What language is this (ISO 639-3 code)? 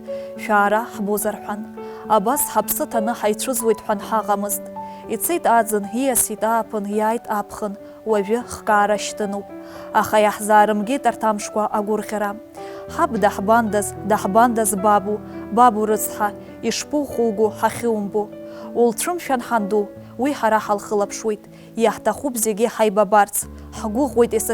abk